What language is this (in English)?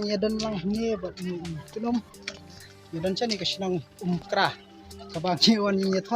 Khasi